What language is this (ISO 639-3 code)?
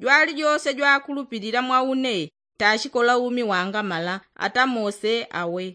yao